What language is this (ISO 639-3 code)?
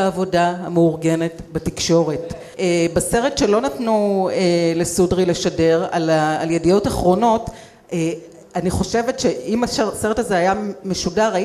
heb